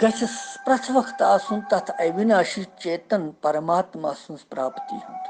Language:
Kashmiri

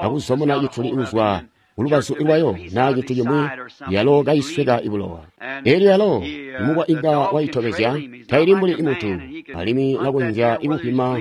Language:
Tonga (Zambia)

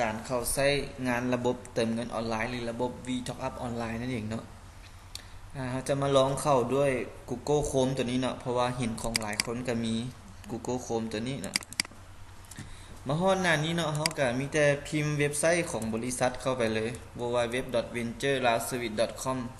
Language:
Lao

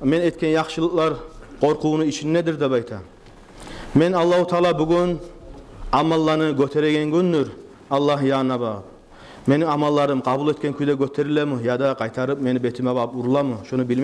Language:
Kumyk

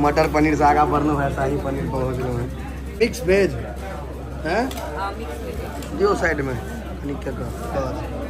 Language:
Maithili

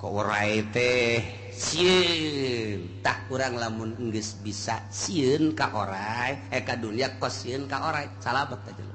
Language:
Sundanese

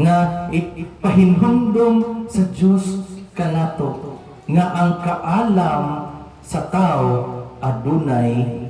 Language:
Cebuano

